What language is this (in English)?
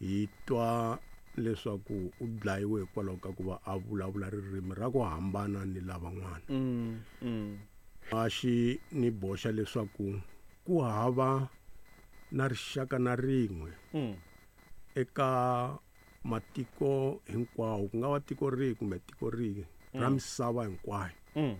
Tsonga